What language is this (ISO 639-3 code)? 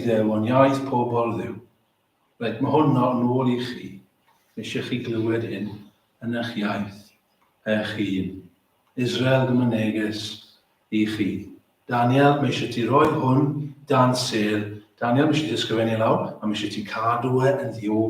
cym